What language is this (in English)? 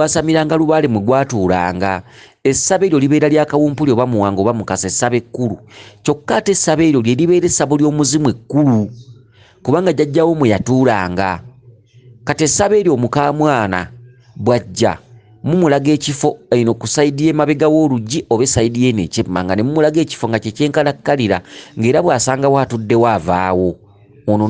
Ganda